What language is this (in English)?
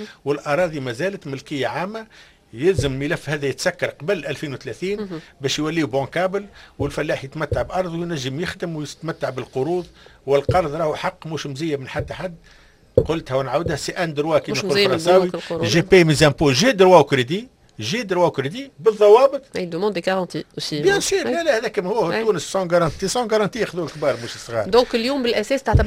Tunisian Arabic